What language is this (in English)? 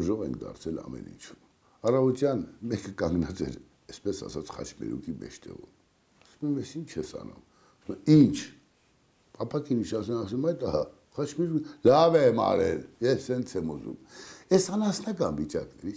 Armenian